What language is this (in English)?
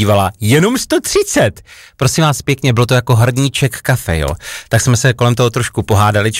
Czech